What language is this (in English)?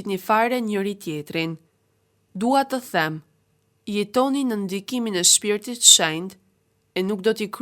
Albanian